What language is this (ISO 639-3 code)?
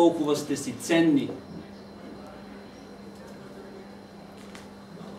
bul